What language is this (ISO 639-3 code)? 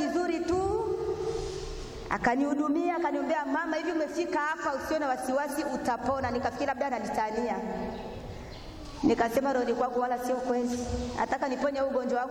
swa